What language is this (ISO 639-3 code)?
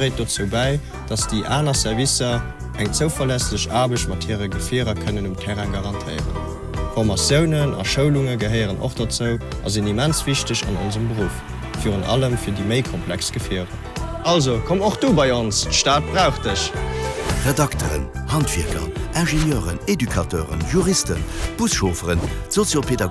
ltz